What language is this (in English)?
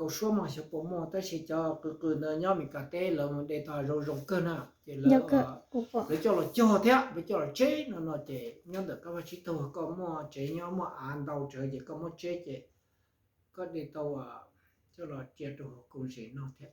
Hmong